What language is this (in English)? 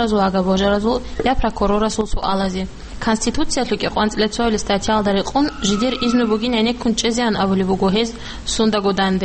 Avaric